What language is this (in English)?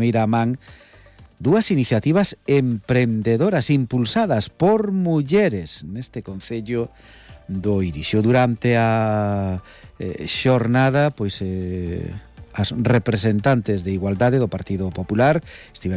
Galician